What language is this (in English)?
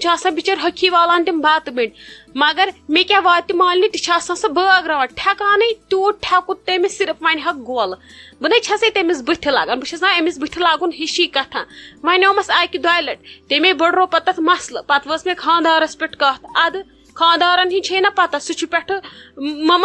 Kashmiri